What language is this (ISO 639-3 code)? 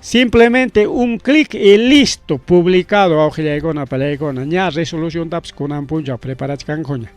quy